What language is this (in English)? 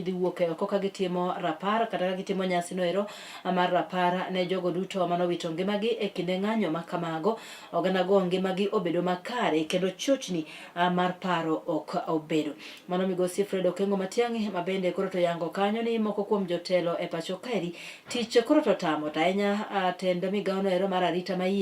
Luo (Kenya and Tanzania)